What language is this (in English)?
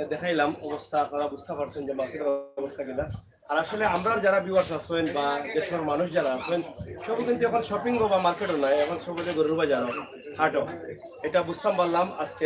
Sylheti